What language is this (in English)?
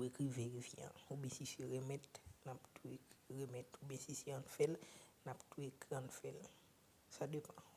Haitian Creole